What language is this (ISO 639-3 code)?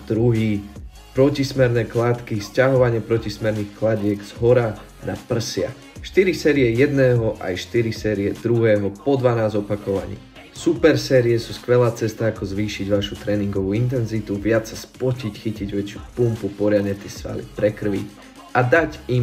slk